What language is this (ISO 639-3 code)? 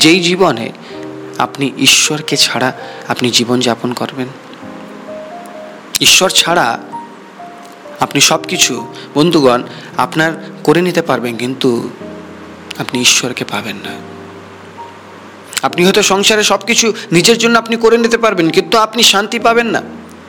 ben